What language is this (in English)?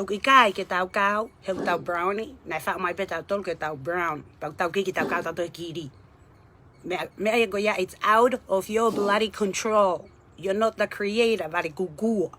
Tongan